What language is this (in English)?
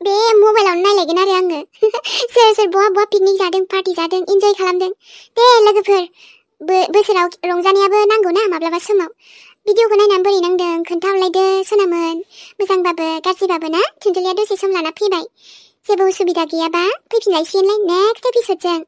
Bodo